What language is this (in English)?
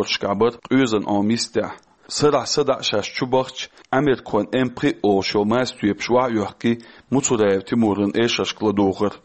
Chechen